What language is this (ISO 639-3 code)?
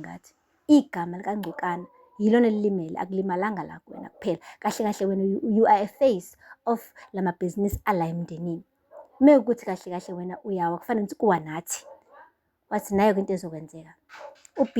zul